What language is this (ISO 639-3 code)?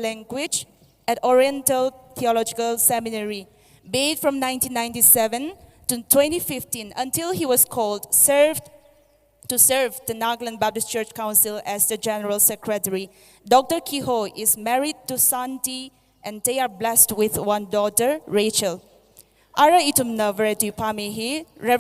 nmf